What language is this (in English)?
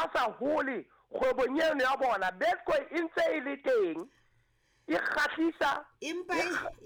Southern Sotho